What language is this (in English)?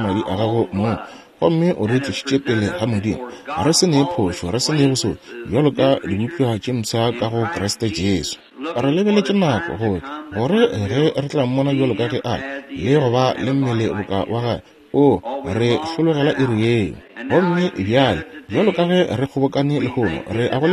Northern Sotho